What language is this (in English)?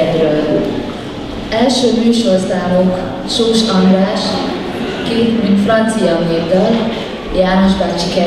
Hungarian